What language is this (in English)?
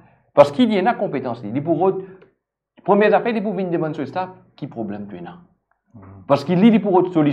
Morisyen